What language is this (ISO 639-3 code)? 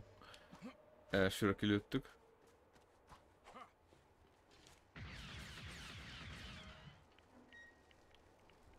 hun